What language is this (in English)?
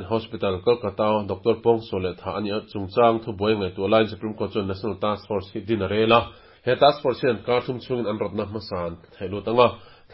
Mizo